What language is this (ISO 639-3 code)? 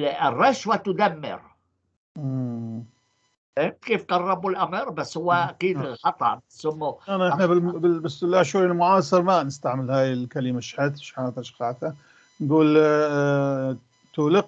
apc